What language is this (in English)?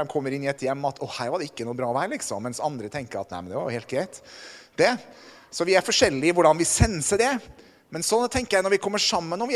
Norwegian